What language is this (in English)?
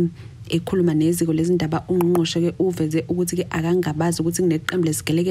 Zulu